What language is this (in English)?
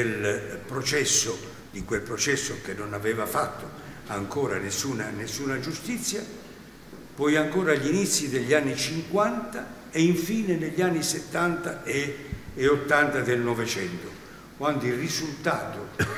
Italian